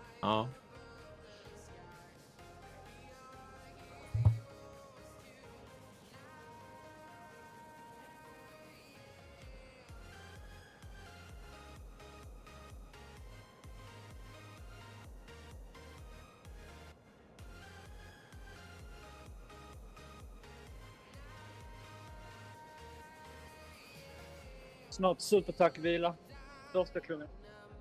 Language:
Swedish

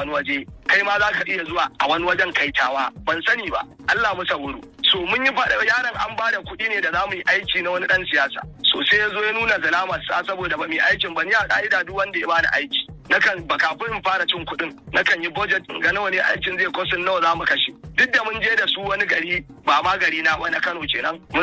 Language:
Hausa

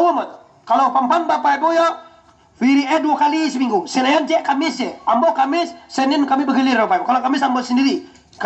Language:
Minangkabau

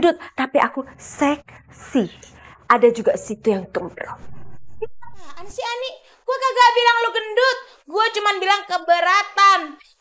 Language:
Betawi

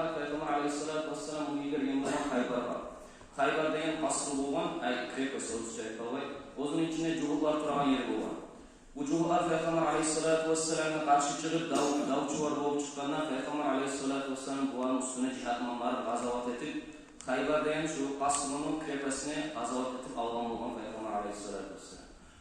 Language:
Kumyk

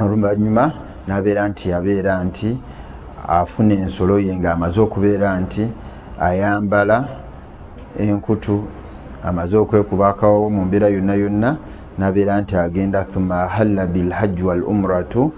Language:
Ganda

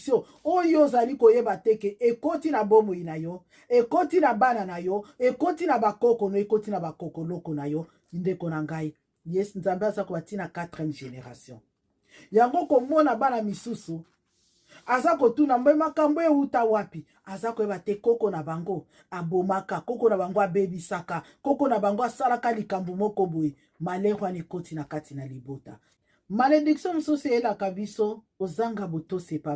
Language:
Lingala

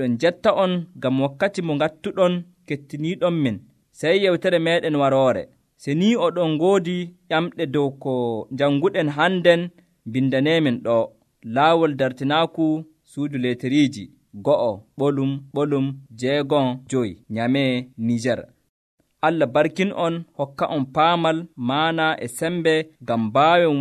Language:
Nigerian Fulfulde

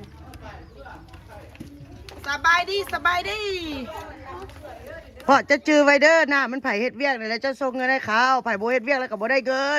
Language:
Lao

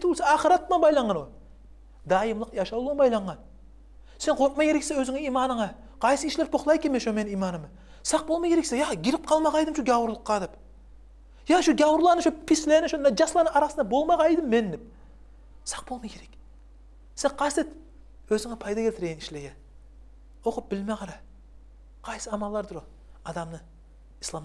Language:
Kumyk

